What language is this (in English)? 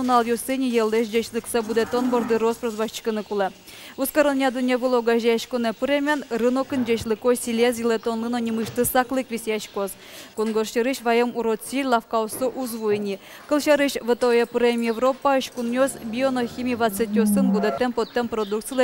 Udmurt